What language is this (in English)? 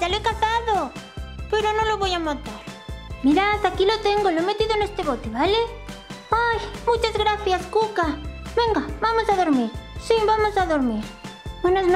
Spanish